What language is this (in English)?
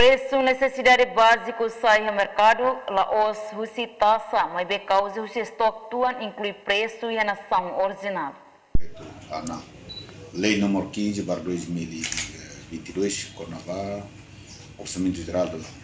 Tetum